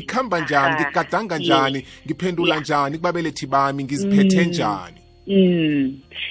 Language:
South Ndebele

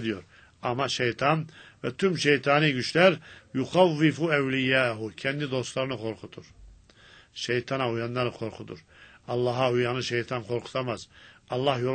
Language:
Turkish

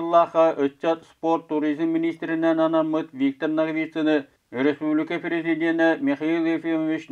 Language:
Yakut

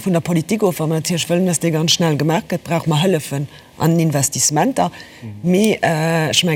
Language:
Luxembourgish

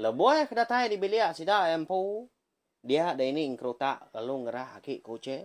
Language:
Iban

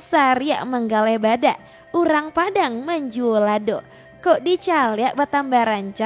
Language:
Minangkabau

